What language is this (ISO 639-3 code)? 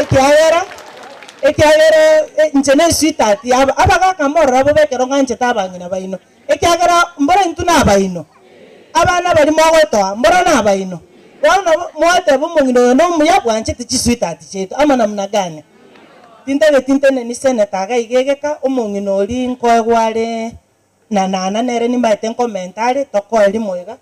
guz